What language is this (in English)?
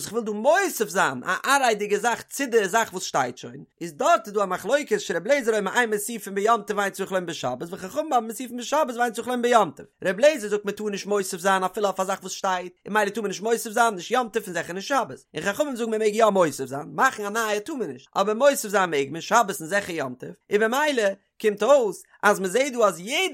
Yiddish